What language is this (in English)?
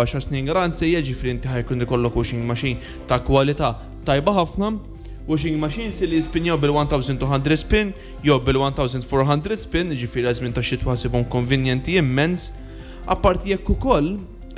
Maltese